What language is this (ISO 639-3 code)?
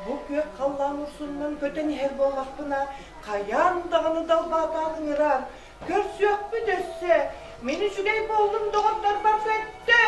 sah